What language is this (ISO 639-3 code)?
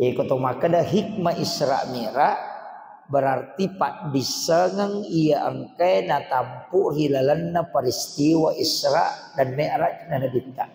bug